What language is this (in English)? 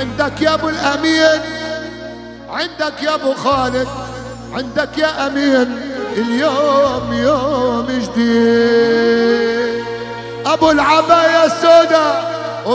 Arabic